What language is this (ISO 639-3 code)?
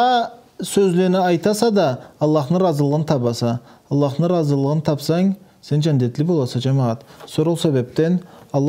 krc